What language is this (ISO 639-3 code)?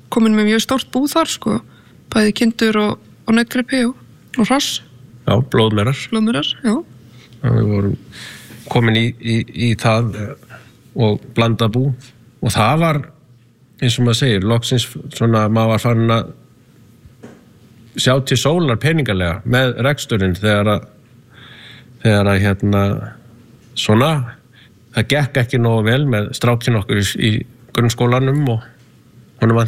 isl